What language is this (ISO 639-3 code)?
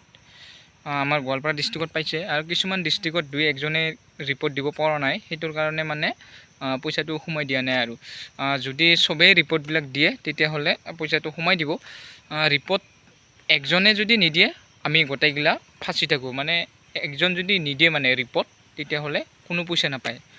asm